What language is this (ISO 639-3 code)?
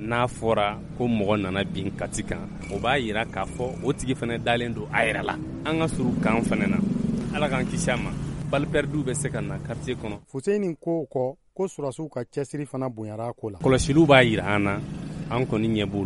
bam